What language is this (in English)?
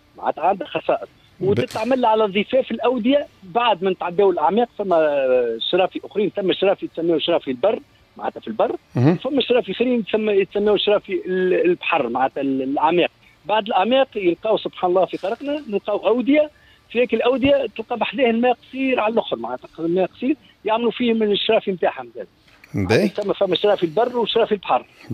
Tunisian Arabic